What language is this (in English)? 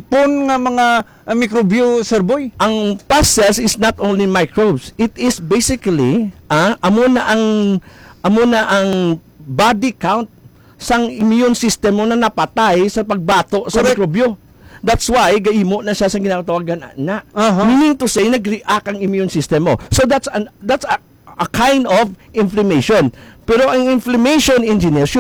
Hiligaynon